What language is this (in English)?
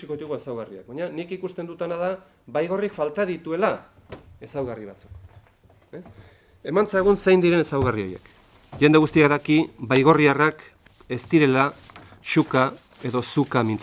Basque